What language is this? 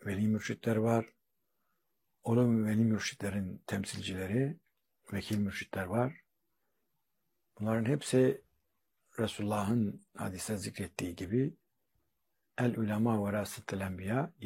Turkish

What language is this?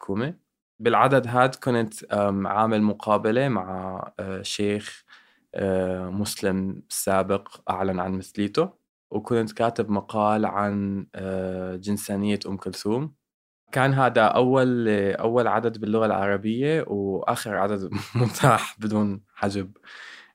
North Levantine Arabic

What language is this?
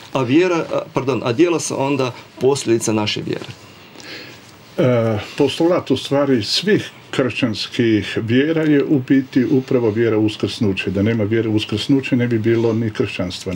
Croatian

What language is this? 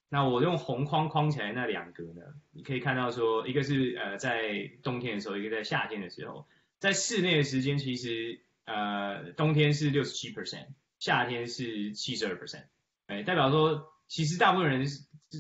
Chinese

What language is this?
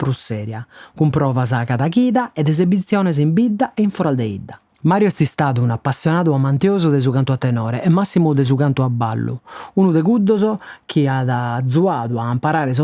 Sardinian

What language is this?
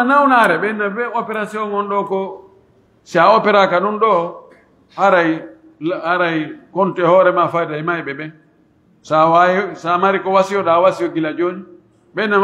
Pular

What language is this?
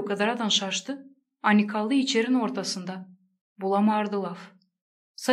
Gagauz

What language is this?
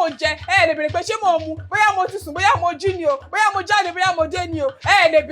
Yoruba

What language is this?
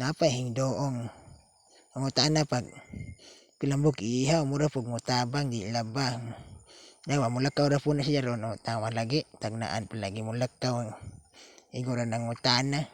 Cebuano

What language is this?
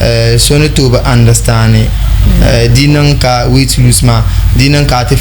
Dagbani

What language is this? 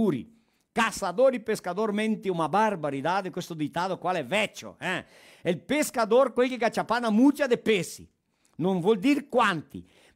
Venetian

